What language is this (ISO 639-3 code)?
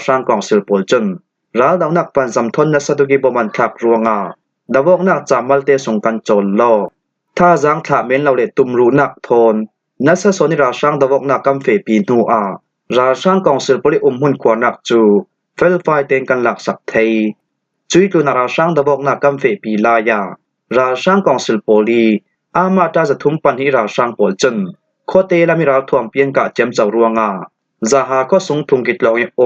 cfm